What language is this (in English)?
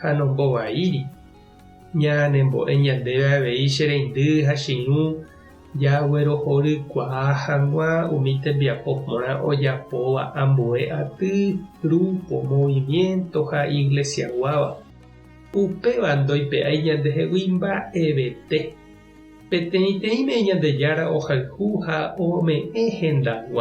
Guarani